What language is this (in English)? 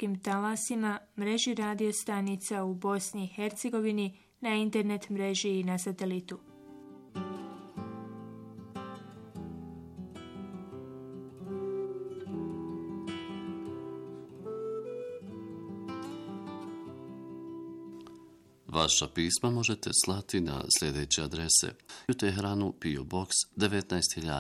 Bosnian